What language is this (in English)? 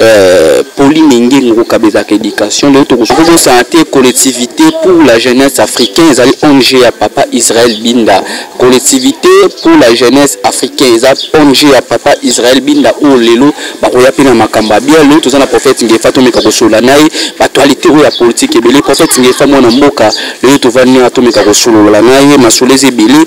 Lingala